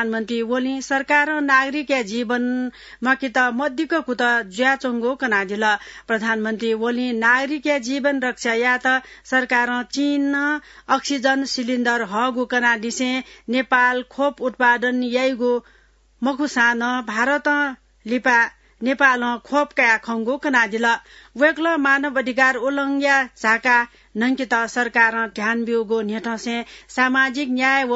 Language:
Newari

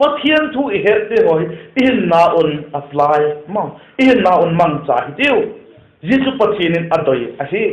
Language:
Vaiphei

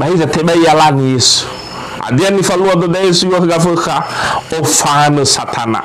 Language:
Nias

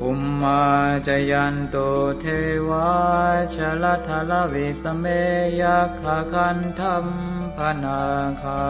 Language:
Pali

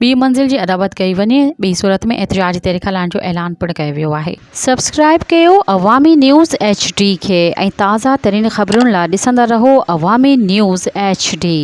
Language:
Sindhi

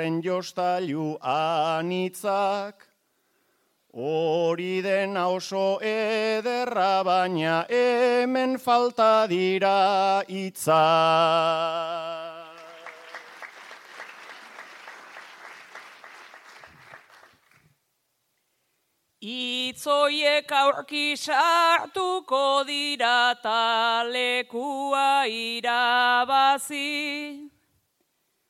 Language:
Basque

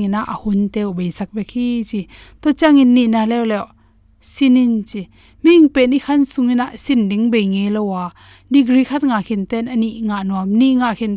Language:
Tedim Chin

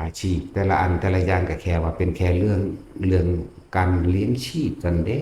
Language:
Northeastern Thai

